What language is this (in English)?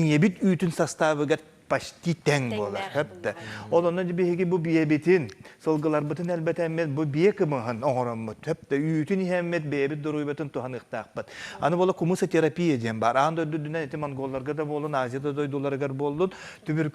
Yakut